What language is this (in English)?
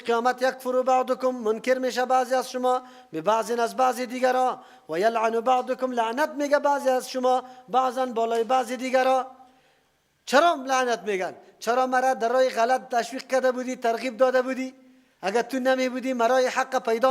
Persian